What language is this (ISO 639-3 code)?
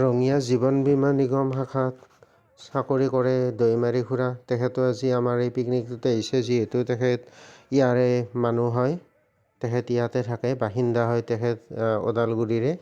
asm